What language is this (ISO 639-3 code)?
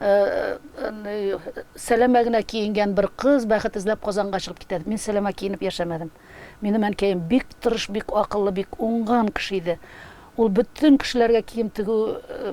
tat